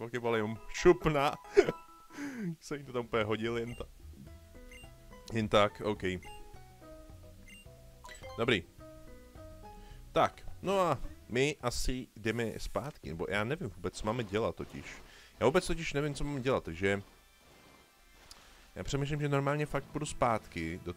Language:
Czech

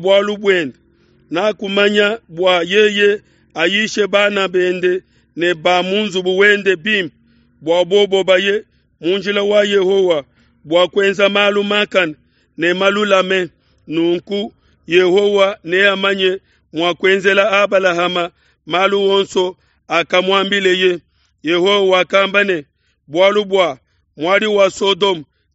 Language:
Luba-Lulua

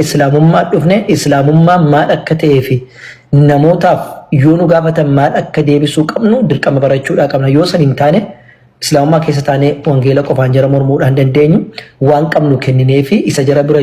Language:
Oromo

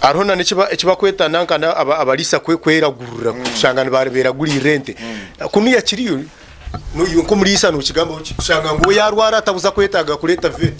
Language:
Nyankole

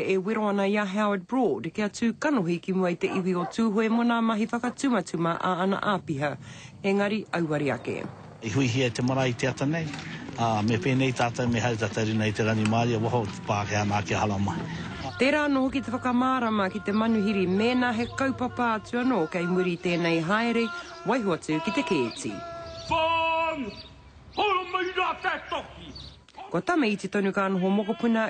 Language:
Māori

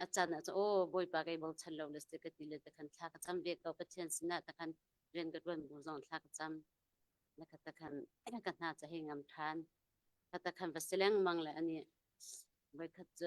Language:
Hakha Chin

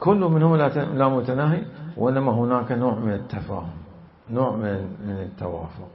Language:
Mesopotamian Arabic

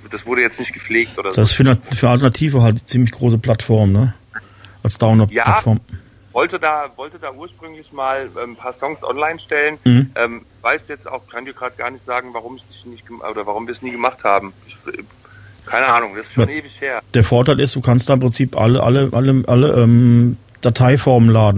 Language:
German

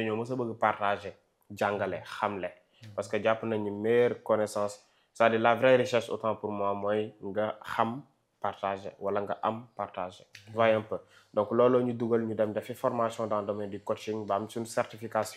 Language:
Wolof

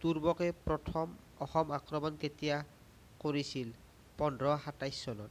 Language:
Assamese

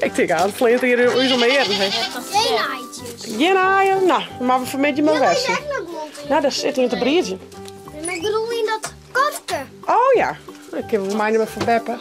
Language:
Western Frisian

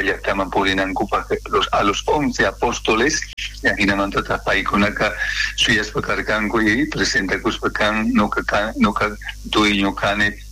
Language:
South Bolivian Quechua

